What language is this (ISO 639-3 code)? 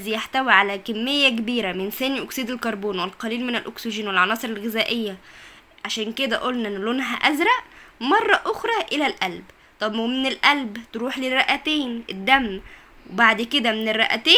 arz